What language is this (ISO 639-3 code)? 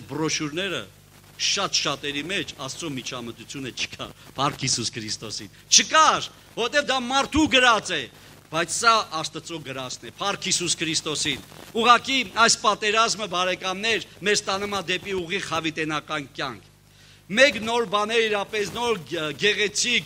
hye